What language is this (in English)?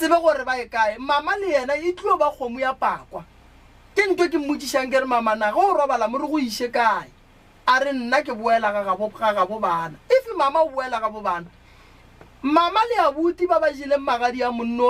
Northern Sotho